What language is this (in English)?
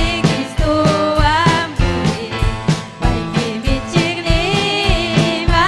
Ayacucho Quechua